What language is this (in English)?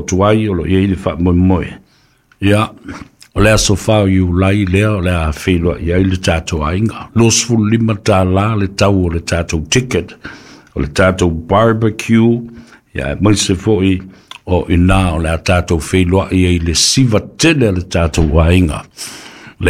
Samoan